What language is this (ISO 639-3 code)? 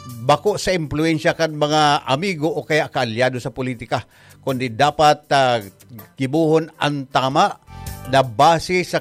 bik